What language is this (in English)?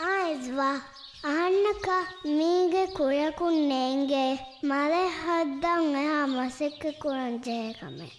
Divehi